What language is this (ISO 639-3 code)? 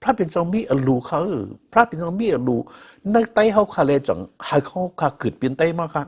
shn